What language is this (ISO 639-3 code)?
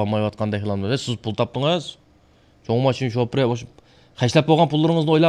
uig